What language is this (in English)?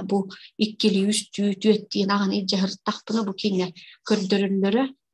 Yakut